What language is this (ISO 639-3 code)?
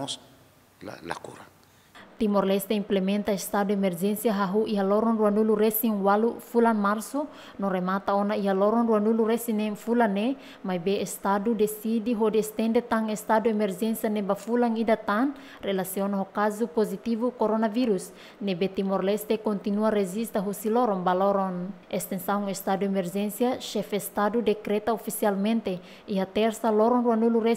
tet